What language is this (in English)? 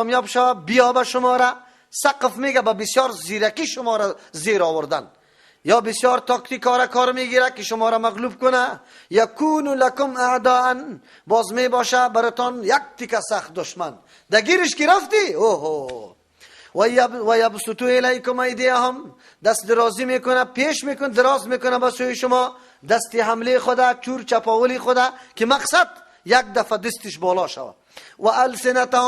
Persian